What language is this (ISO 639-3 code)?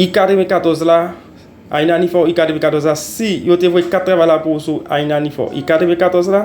hat